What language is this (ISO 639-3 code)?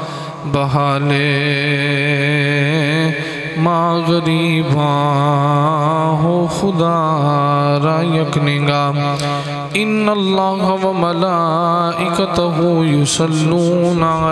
urd